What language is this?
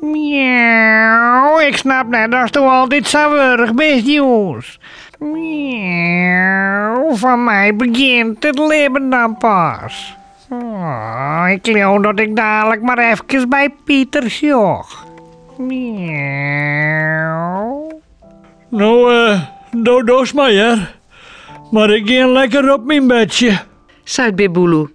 Western Frisian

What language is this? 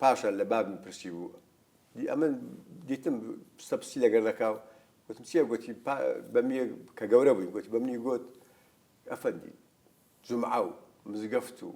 Central Kurdish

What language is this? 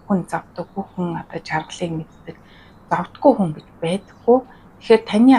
Mongolian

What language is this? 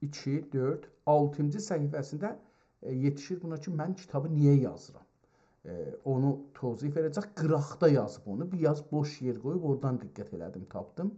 South Azerbaijani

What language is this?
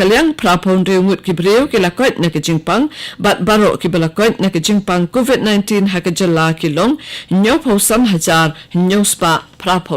Khasi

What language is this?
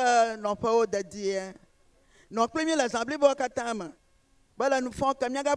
Ewe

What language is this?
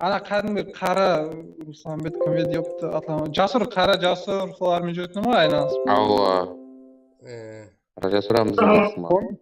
Kara-Kalpak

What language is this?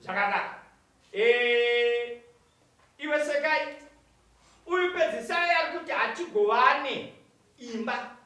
Shona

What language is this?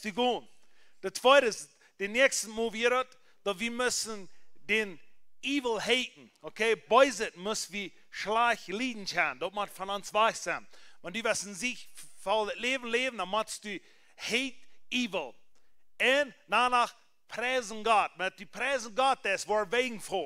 Plautdietsch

